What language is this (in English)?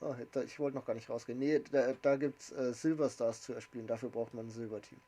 Bavarian